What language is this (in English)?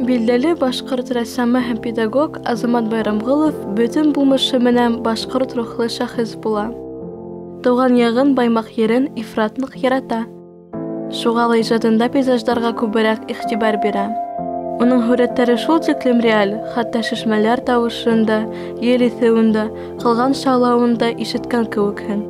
Bashkir